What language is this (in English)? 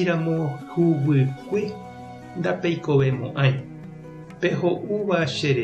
Guarani